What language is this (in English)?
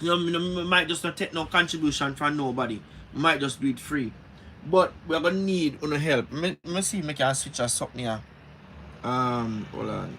Jamaican Creole English